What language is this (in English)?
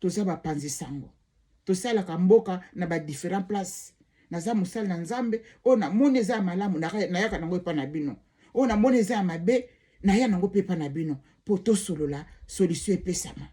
Lingala